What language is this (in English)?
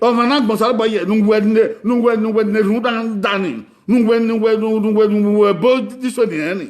Bini